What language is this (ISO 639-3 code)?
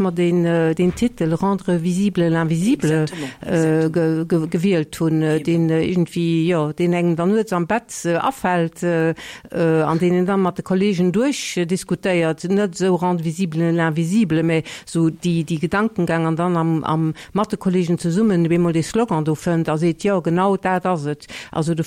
ltz